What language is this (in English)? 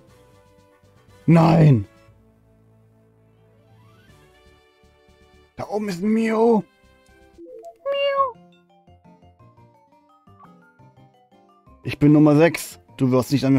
German